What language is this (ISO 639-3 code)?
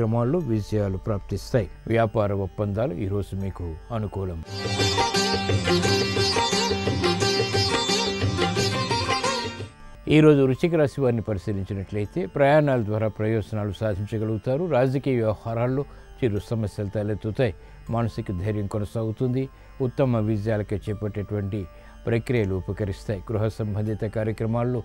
tel